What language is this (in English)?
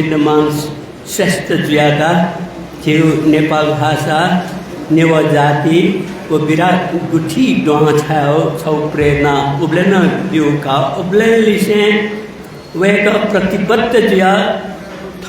Newari